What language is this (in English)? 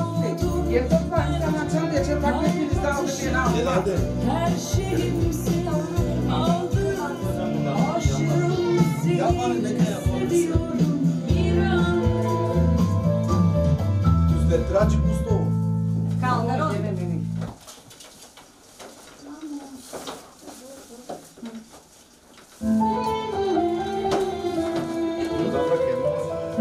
Turkish